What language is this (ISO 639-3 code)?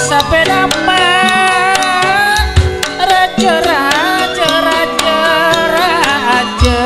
mad